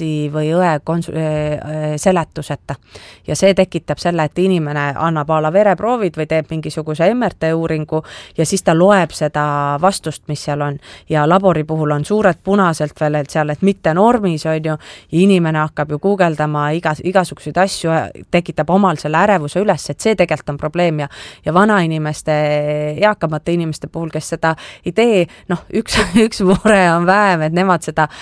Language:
Estonian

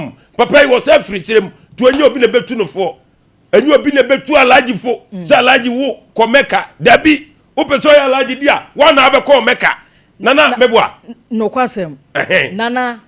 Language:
Akan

